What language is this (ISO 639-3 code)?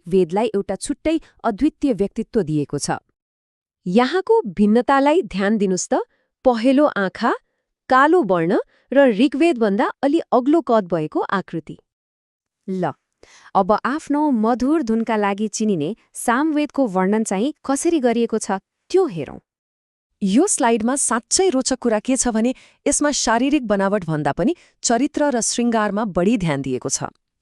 nep